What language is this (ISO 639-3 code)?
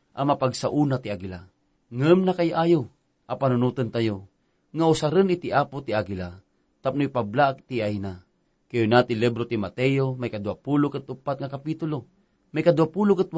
ilo